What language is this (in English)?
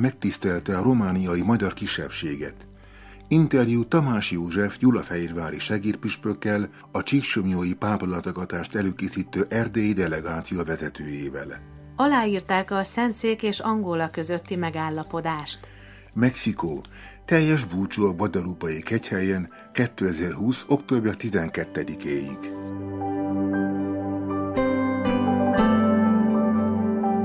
Hungarian